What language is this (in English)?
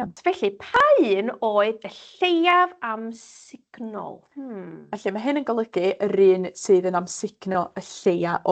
Welsh